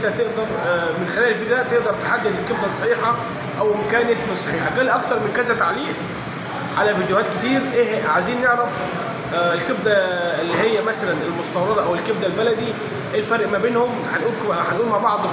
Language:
Egyptian Arabic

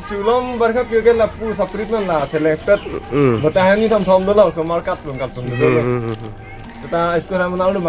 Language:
Karbi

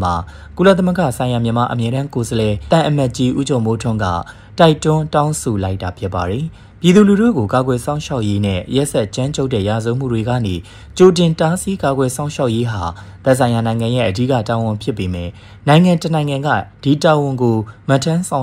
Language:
Burmese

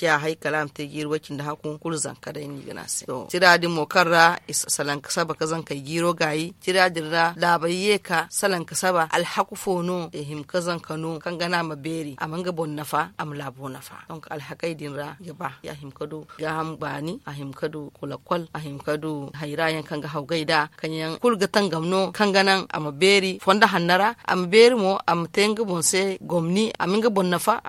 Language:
Zarma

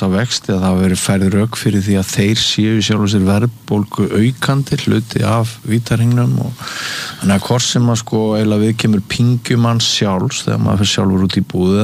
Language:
Icelandic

